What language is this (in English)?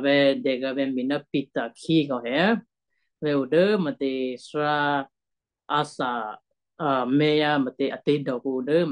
Western Kayah